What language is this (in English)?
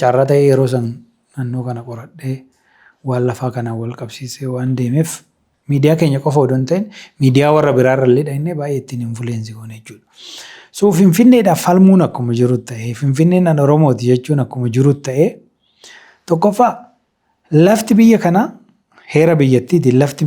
Oromo